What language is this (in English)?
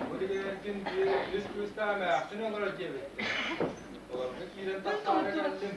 Yakut